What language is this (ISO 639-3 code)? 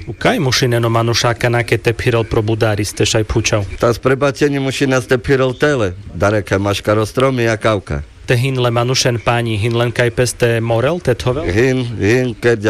rmc